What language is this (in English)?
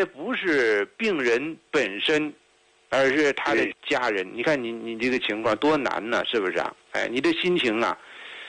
Chinese